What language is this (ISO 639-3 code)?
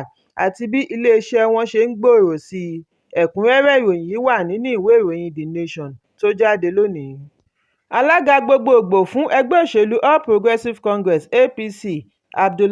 yor